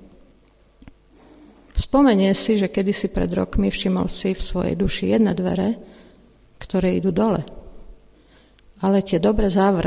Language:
Slovak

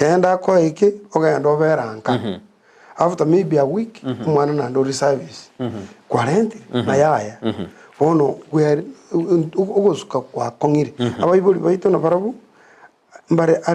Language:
Gusii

